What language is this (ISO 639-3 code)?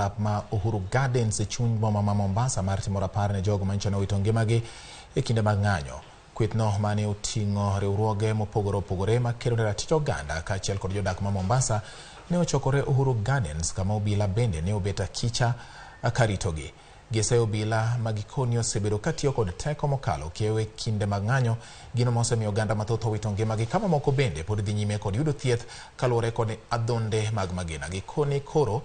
luo